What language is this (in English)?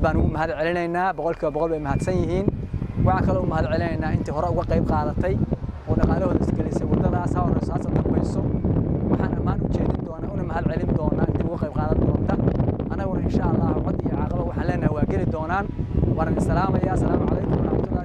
Somali